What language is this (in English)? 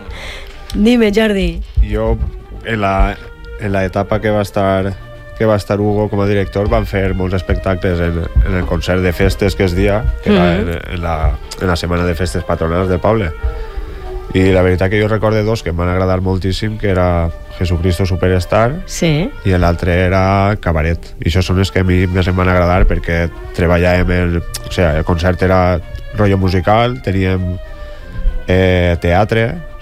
Catalan